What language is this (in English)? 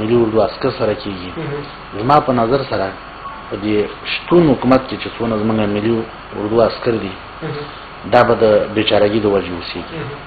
Pashto